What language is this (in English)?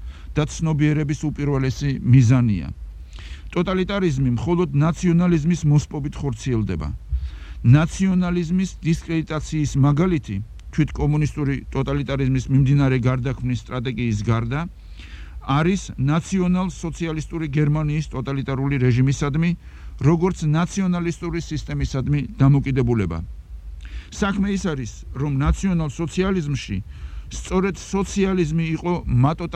Georgian